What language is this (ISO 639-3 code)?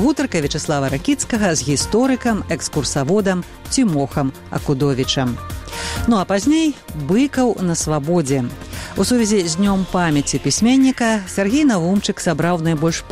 bel